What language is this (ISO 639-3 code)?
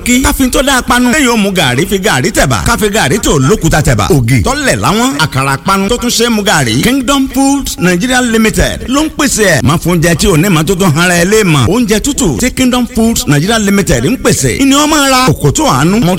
yor